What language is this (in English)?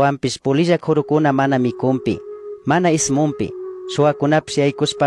Chimborazo Highland Quichua